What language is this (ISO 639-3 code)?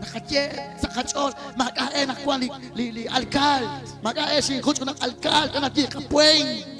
kek